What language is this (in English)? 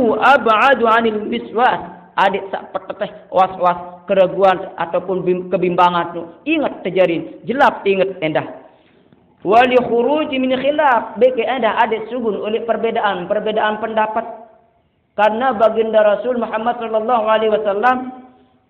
Sasak